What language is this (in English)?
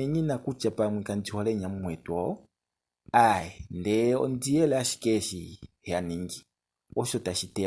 Kuanyama